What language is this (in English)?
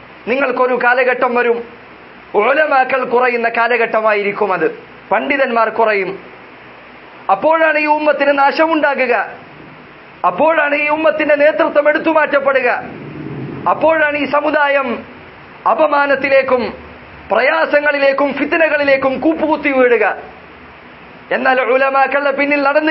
Malayalam